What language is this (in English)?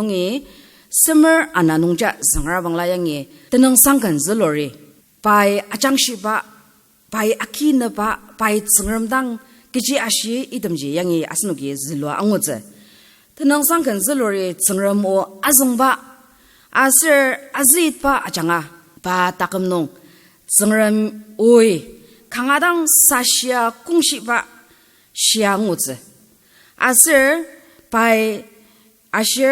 Ao Naga